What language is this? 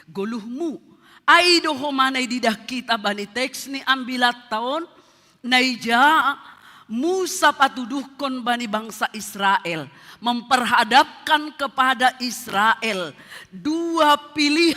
Batak Simalungun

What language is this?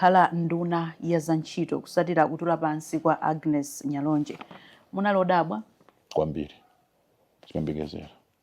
Nyanja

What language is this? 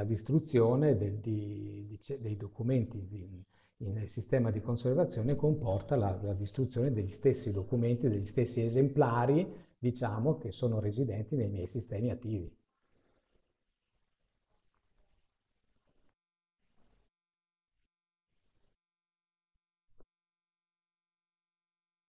Italian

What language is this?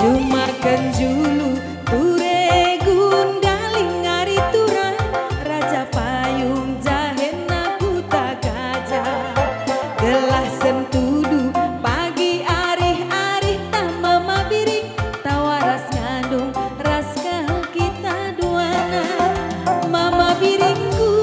Batak Karo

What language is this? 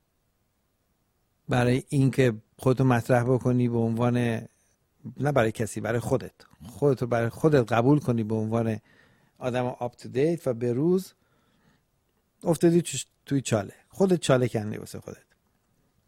Persian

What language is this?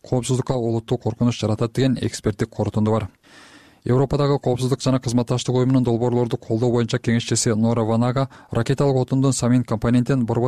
Kyrgyz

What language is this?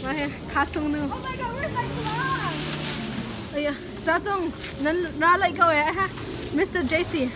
Hakha Chin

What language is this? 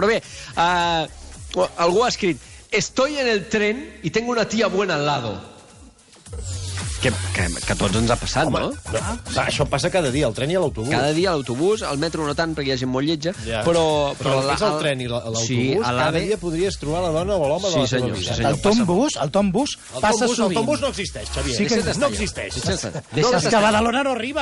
Catalan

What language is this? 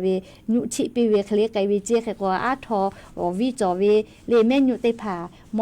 Lahu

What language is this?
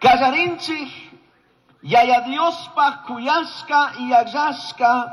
Chimborazo Highland Quichua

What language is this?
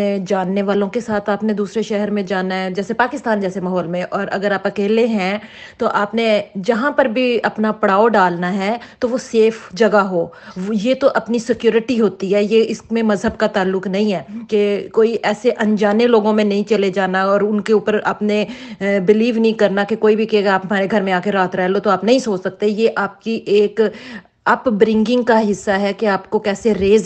Urdu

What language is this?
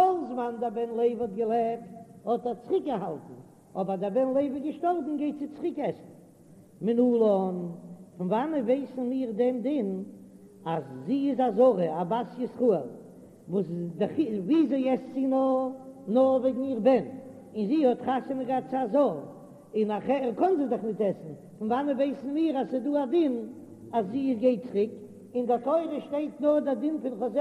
Yiddish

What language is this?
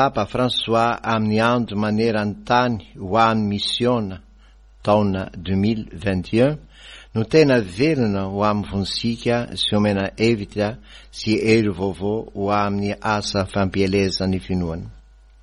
Malagasy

